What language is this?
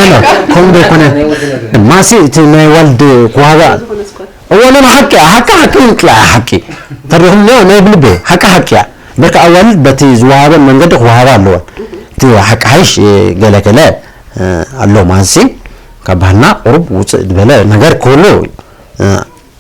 Tigrinya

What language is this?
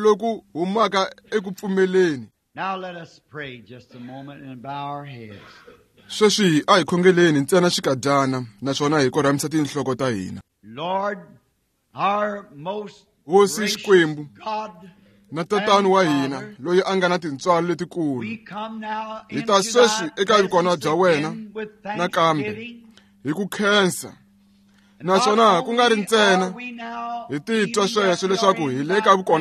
Tsonga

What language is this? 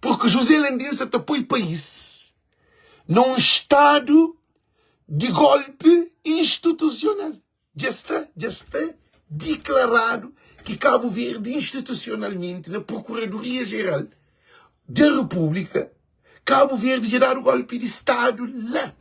Kabuverdianu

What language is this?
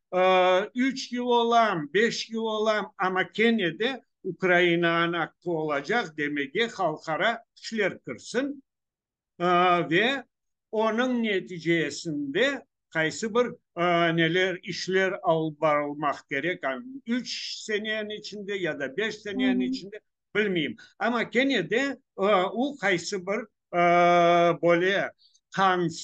Crimean Tatar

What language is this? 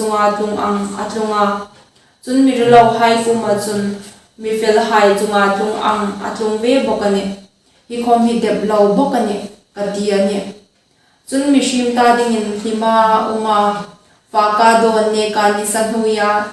Hmar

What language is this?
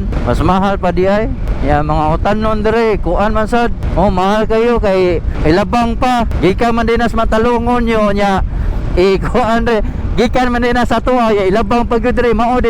Cebuano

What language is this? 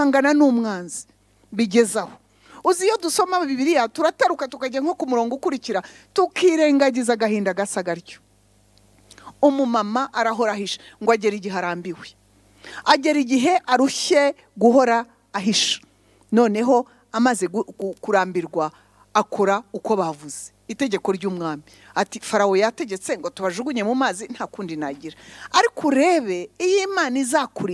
Kinyarwanda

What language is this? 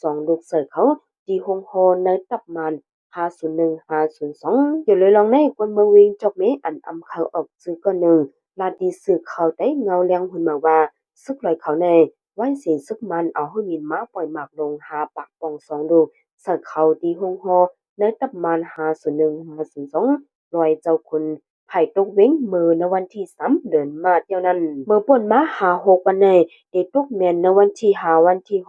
Shan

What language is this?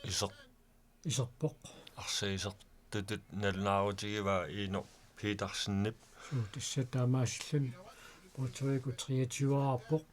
Kalaallisut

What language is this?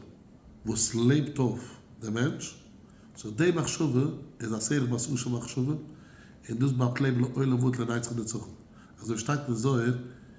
Yiddish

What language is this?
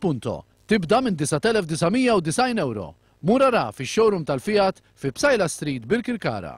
Maltese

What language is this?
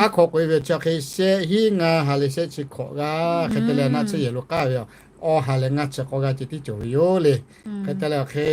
Lahu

